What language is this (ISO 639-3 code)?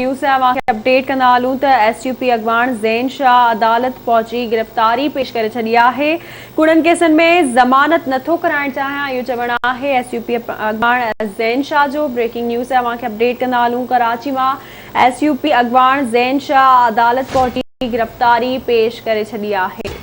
snd